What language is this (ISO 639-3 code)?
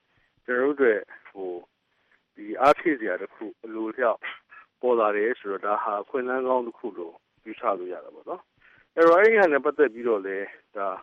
mya